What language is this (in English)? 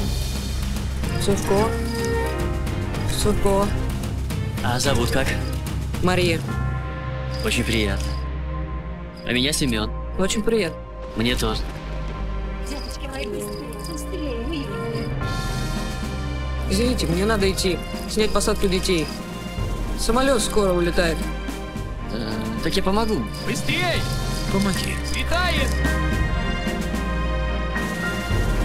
Russian